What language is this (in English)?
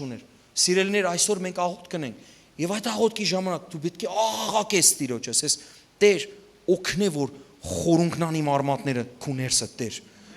Western Armenian